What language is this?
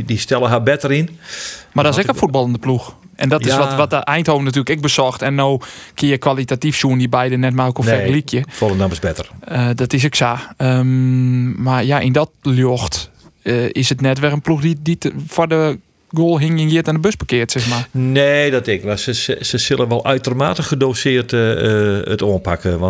Western Frisian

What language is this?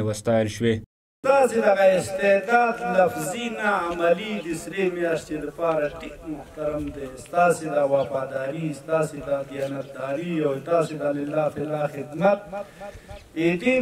Pashto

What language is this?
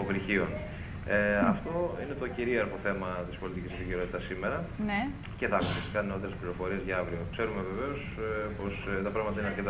Greek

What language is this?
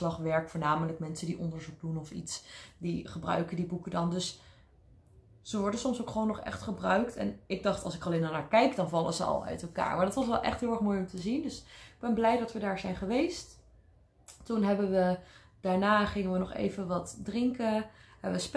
Dutch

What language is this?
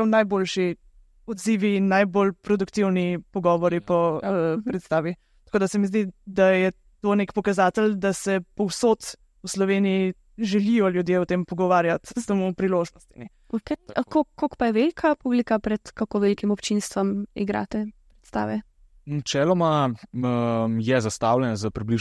Slovenian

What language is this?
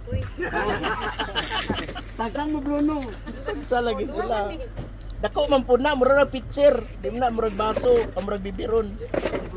Cebuano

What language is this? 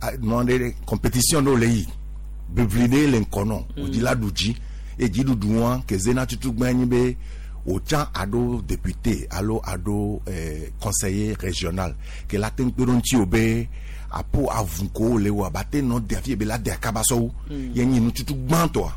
Gen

